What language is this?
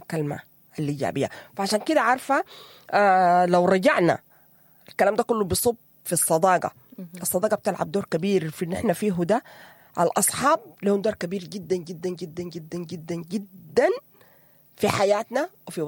Sudanese Arabic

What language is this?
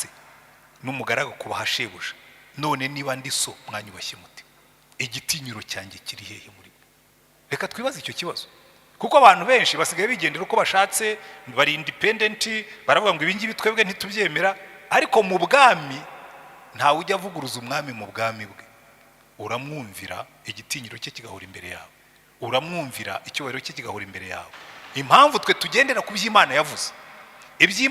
Kinyarwanda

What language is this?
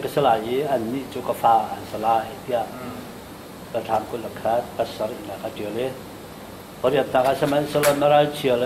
Hakha Chin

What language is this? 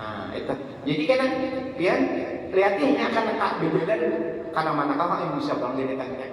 Banjar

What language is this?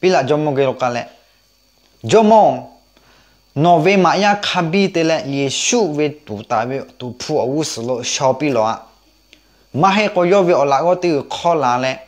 Lahu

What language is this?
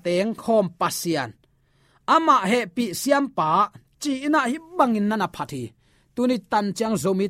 Tedim Chin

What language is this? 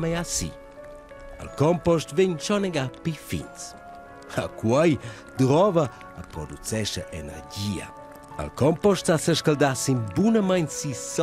Romansh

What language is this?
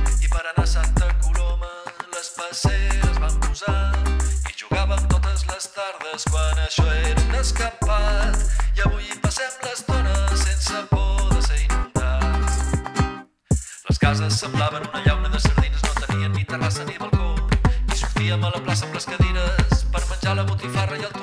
Catalan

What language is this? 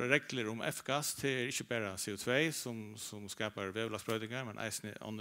Faroese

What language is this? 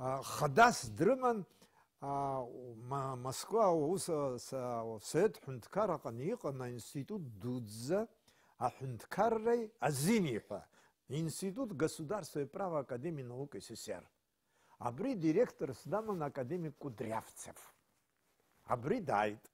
Abkhazian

